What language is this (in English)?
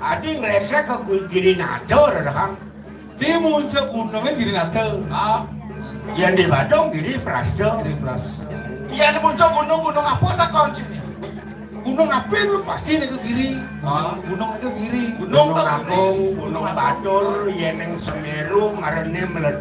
Balinese